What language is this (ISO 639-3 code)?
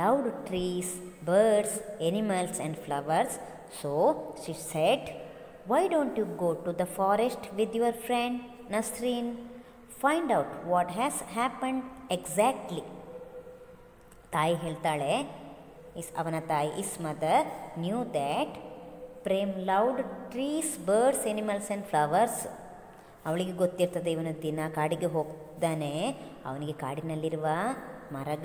kan